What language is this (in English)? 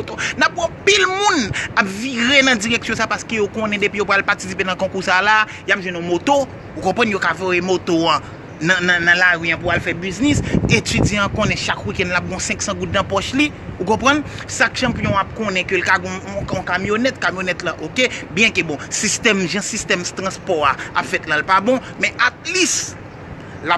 Haitian Creole